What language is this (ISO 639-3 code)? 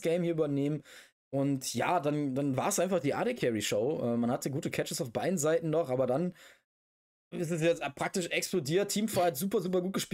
deu